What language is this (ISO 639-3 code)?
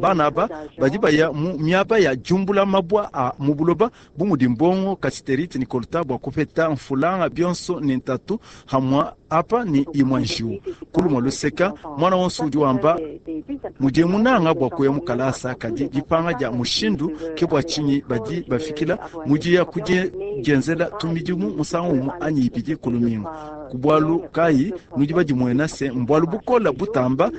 lua